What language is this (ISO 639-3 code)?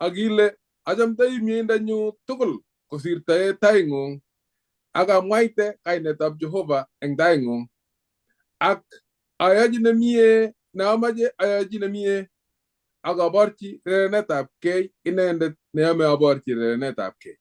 kln